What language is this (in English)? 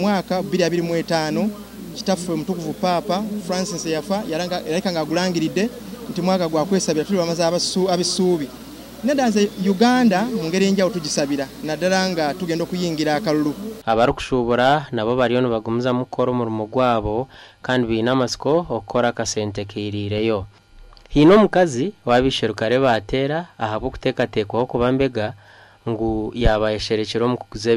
Nyankole